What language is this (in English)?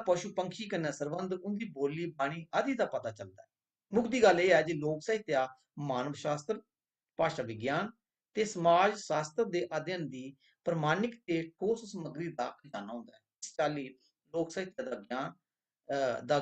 Dogri